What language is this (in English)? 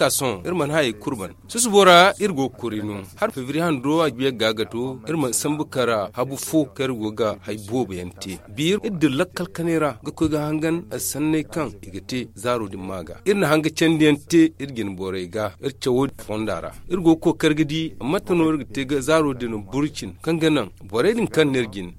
Zarma